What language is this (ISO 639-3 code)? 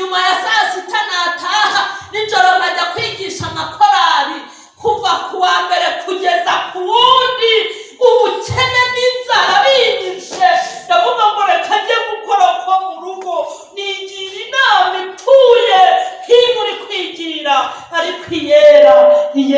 kin